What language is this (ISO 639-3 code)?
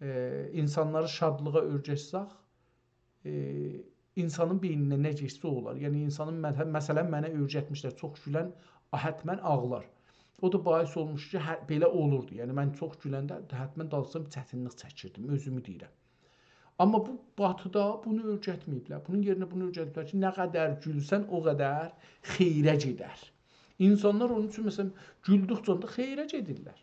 azb